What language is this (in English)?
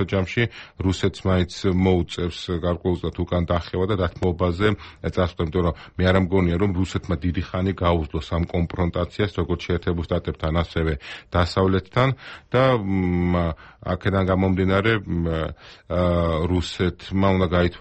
Georgian